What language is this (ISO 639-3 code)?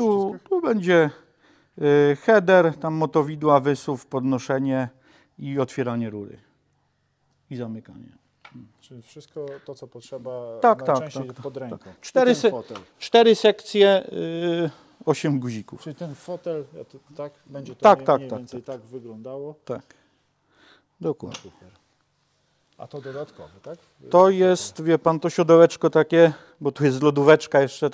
pol